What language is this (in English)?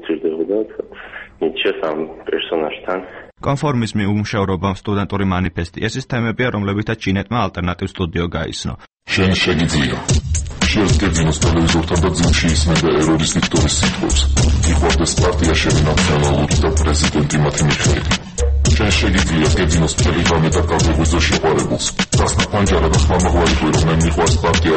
Georgian